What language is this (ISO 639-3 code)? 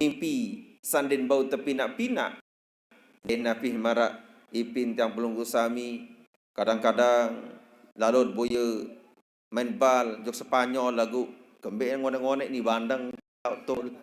sas